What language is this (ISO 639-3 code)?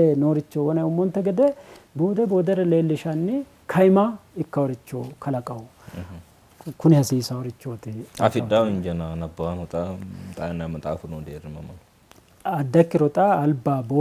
sid